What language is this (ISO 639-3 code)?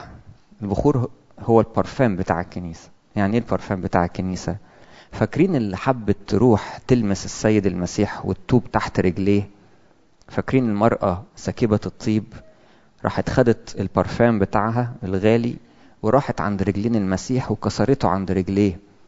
arz